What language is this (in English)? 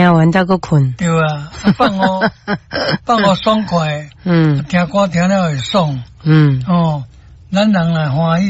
Min Nan Chinese